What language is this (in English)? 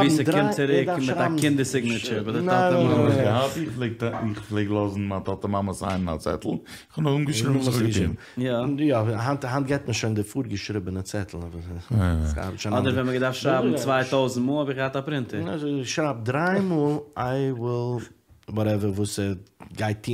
Yiddish